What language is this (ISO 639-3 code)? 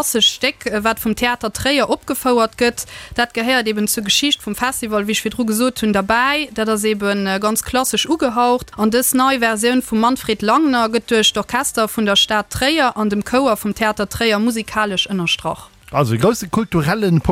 ltz